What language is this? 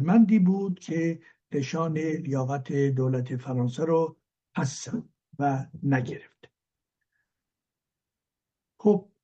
Persian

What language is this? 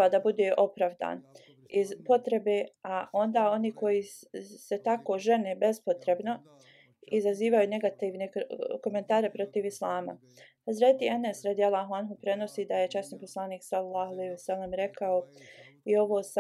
Bosnian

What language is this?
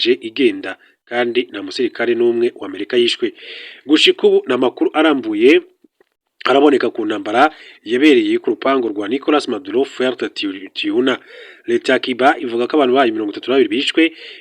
Rundi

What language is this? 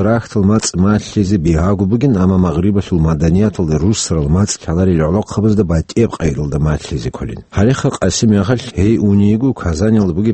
Avaric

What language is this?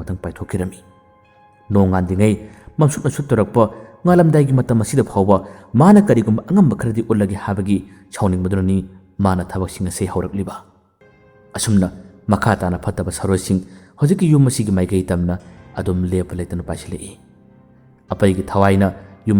Manipuri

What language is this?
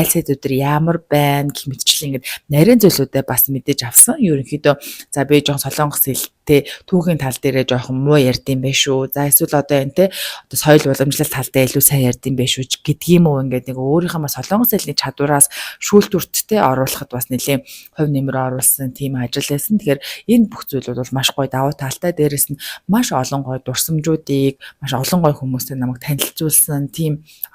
Mongolian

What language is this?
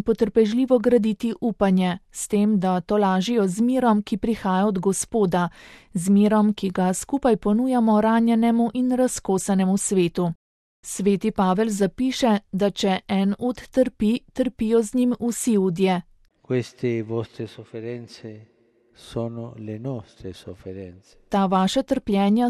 Slovenian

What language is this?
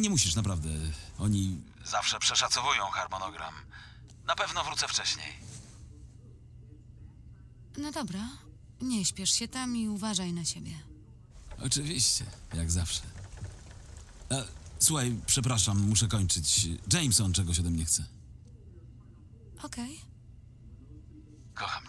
Polish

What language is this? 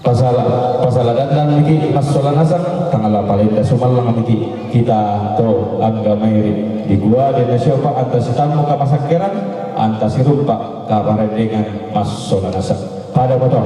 Toraja-Sa'dan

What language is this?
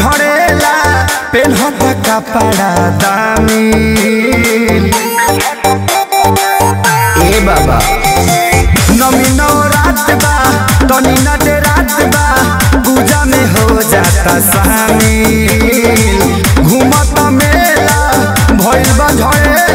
Bhojpuri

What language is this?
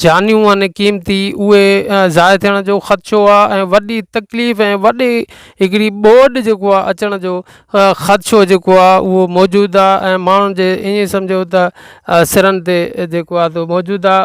Sindhi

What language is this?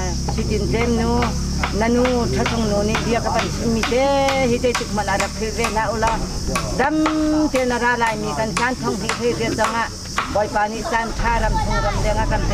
Hakha Chin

